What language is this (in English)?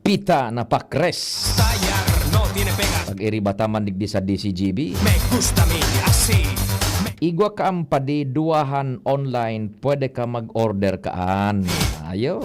Bikol